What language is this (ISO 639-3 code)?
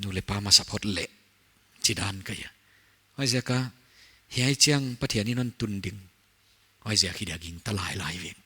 pck